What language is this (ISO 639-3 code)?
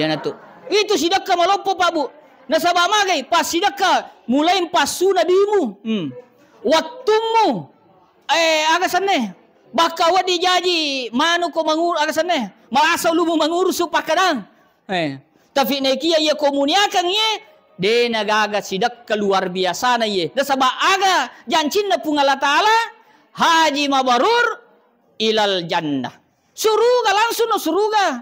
bug